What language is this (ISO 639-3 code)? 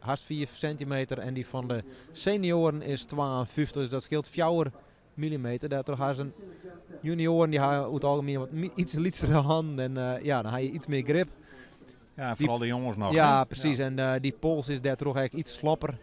fry